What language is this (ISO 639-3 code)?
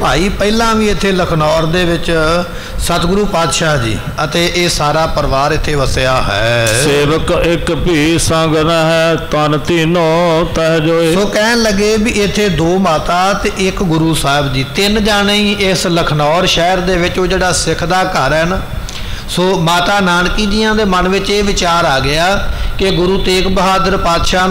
pan